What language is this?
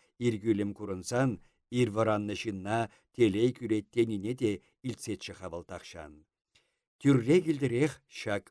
Chuvash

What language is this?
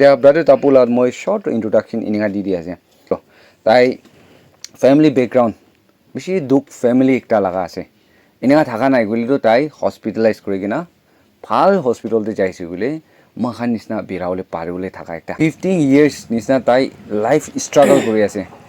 Naga Pidgin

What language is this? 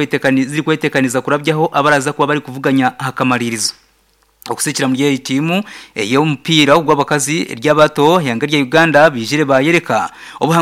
Nyankole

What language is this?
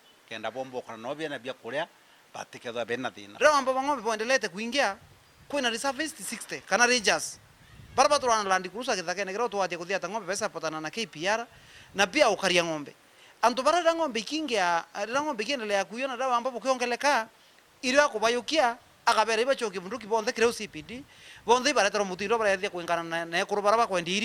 Meru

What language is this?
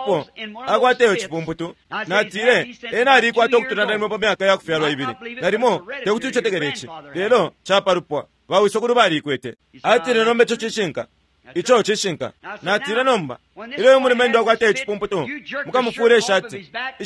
Bemba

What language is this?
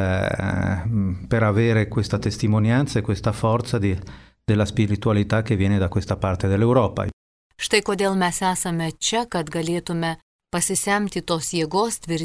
Lithuanian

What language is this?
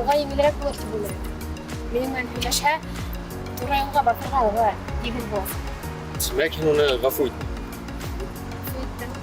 Bashkir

